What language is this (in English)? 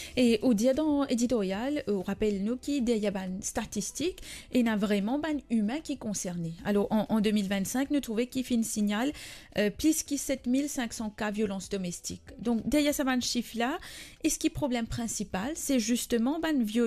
Morisyen